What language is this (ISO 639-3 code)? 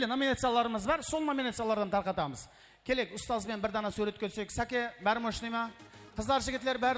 kaa